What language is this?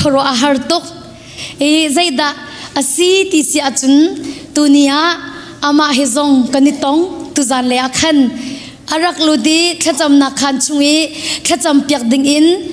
Hakha Chin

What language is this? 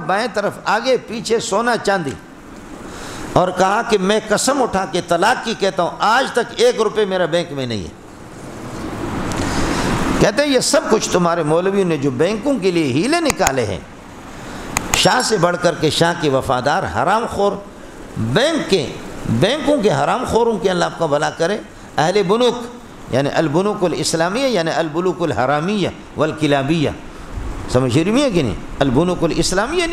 Urdu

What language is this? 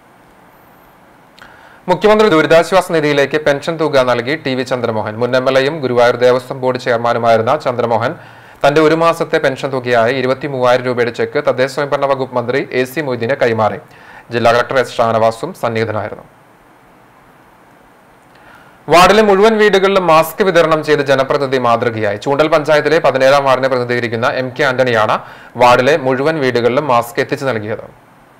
Malayalam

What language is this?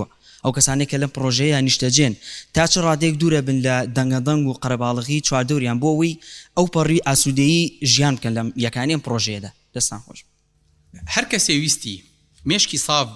Central Kurdish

